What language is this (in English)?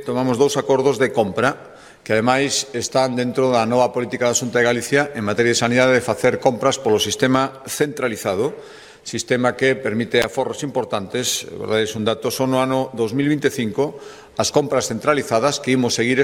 Galician